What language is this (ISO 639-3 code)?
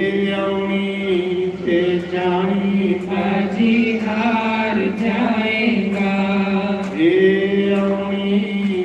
doi